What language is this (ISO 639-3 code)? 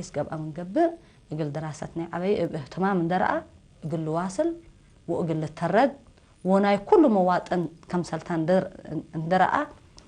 tig